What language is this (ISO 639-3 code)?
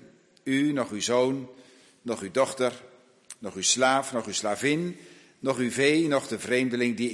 nld